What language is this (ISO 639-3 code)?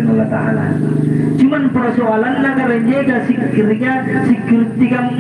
mak